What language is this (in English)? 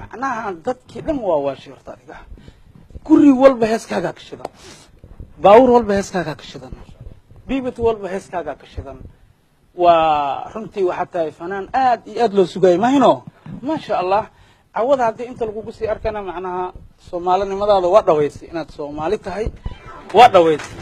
Somali